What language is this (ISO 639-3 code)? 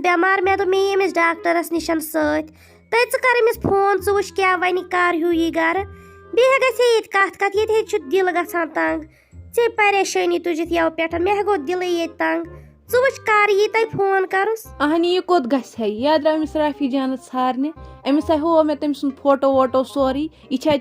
kas